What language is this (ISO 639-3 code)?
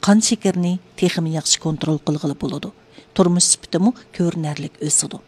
uig